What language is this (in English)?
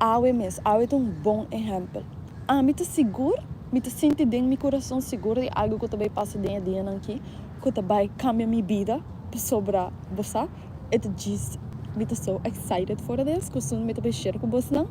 Papiamento